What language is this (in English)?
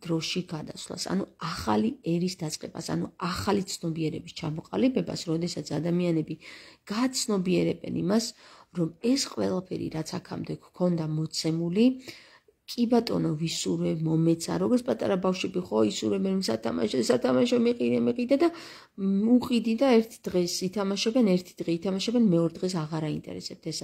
Georgian